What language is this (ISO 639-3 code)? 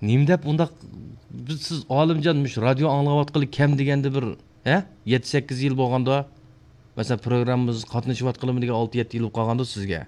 uig